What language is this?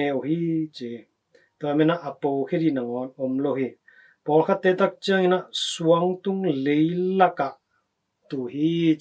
Tedim Chin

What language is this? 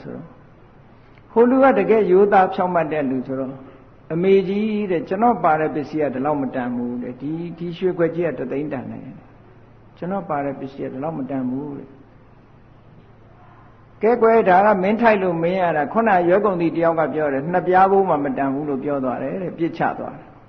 Burmese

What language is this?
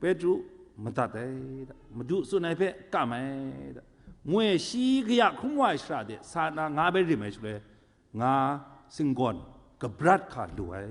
Kachin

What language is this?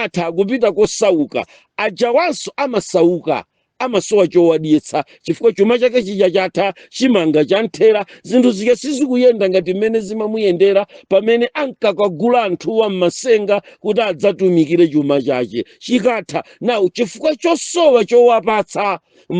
Nyanja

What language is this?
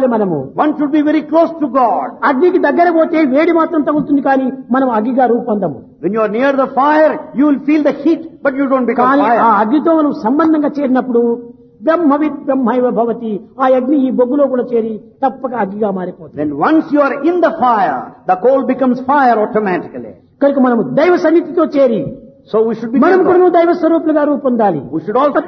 Telugu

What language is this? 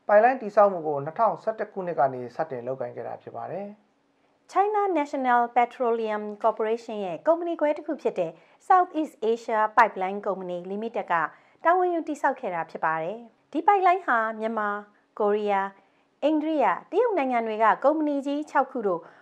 Burmese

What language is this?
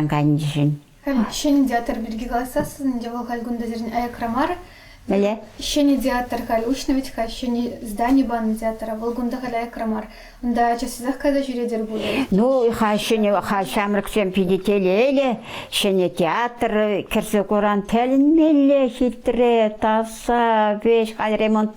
Chuvash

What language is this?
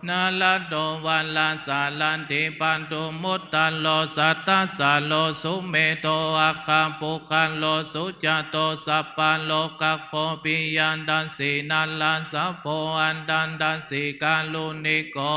Pali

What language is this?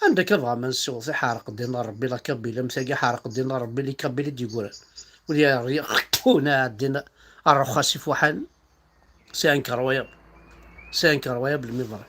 Kabyle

